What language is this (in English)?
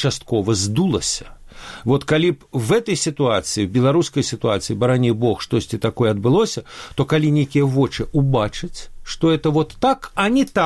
Belarusian